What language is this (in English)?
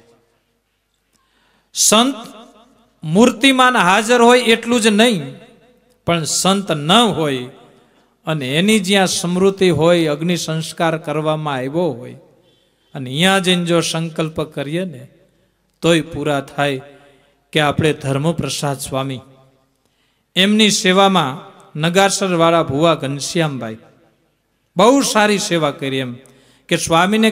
Gujarati